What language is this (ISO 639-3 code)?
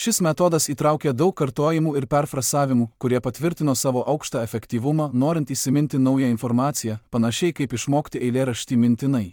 lit